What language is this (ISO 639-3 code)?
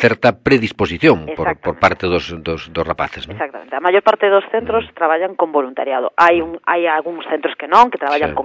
glg